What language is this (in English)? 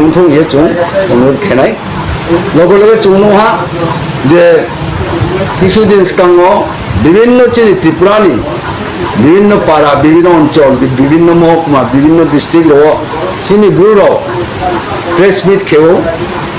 Riang (India)